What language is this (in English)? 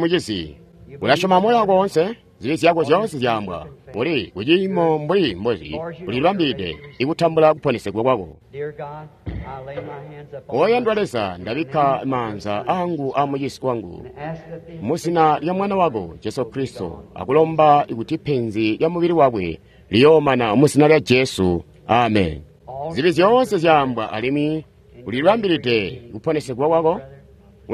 Tonga (Zambia)